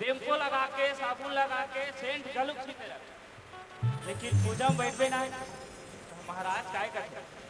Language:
Chhattisgarhi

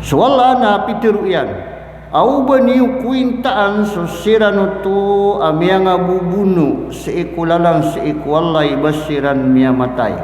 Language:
Maranao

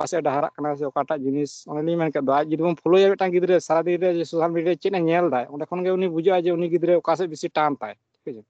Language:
Santali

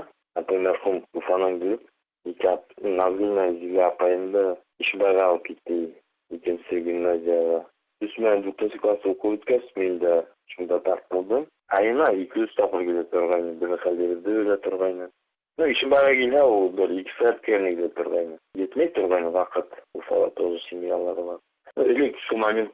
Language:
Bashkir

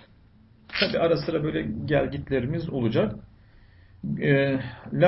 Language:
Turkish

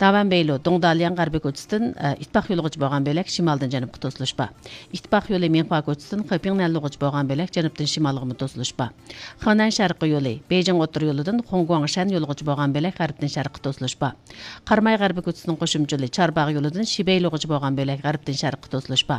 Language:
Uyghur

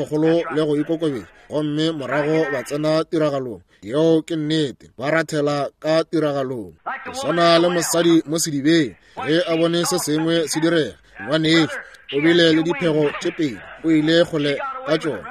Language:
Northern Sotho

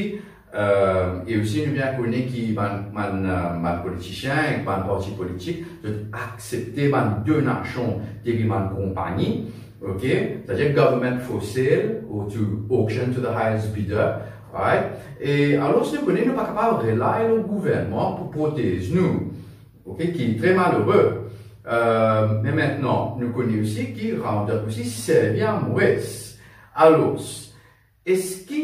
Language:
Morisyen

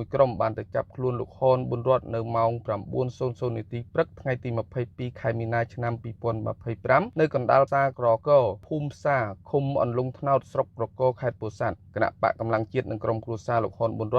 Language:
Khmer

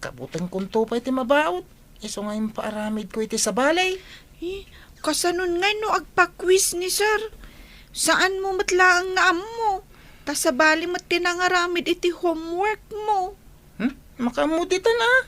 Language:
Iloko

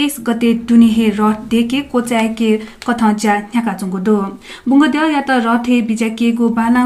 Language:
Newari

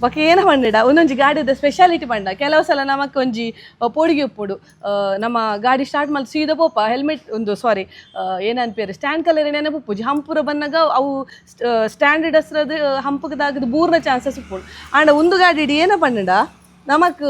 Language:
Tulu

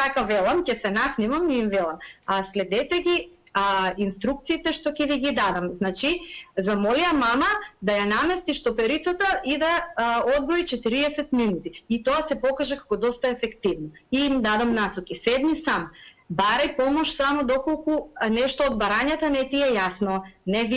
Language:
Macedonian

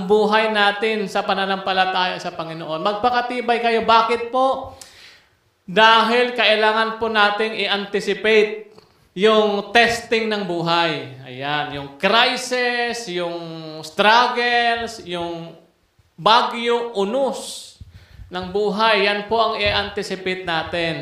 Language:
Filipino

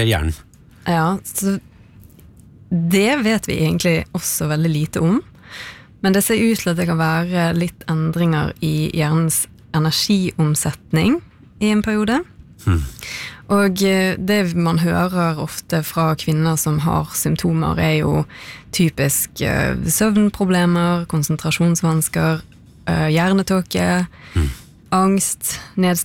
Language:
Norwegian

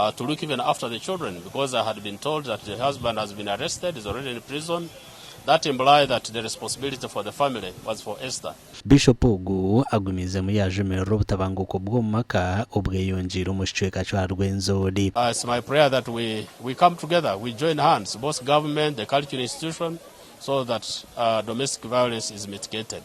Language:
Nyankole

